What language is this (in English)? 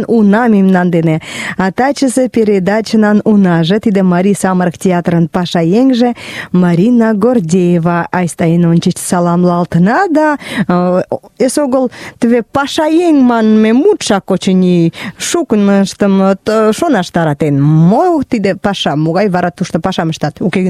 Mari